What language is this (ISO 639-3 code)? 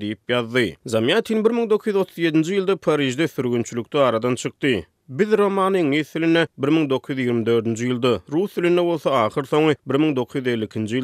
tuk